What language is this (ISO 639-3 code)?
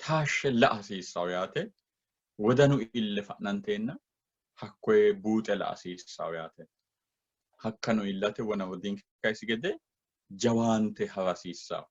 sid